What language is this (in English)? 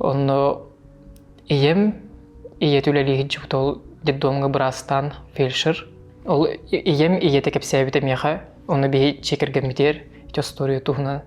Yakut